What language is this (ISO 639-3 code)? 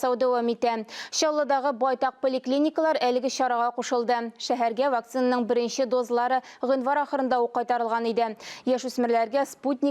tat